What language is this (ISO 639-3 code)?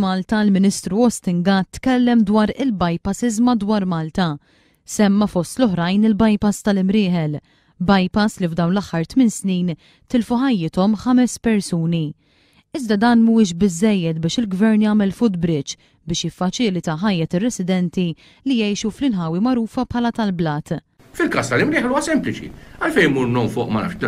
mlt